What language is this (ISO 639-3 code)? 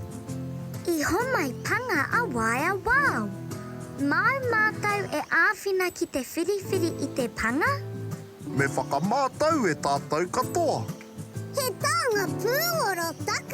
mri